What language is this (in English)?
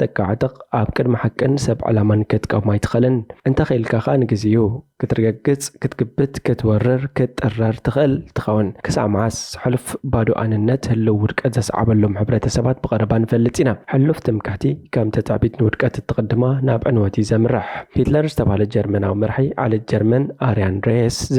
Tigrinya